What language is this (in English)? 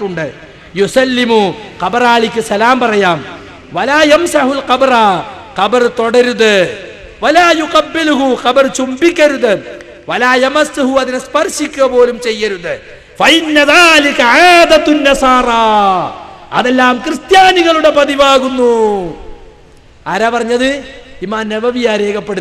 Malayalam